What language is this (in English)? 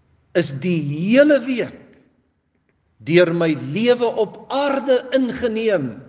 Afrikaans